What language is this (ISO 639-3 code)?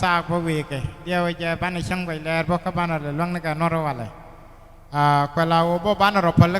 nus